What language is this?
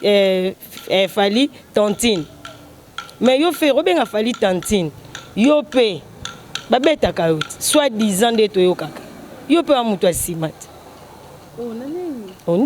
Lingala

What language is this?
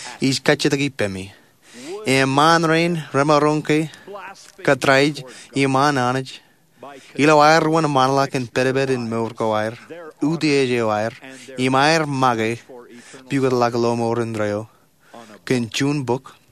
Marshallese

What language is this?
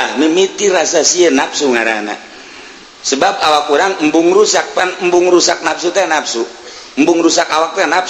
Sundanese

